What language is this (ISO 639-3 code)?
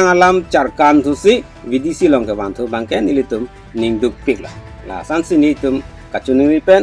mjw